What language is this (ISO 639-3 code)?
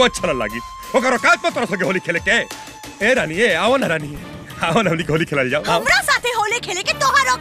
bho